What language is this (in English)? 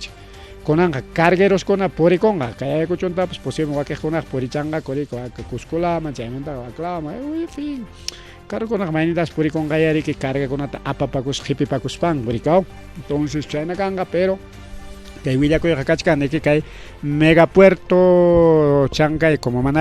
Ayacucho Quechua